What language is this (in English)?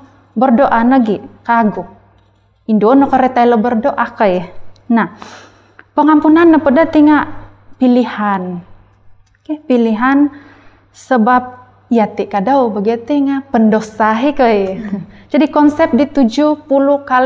Central Dusun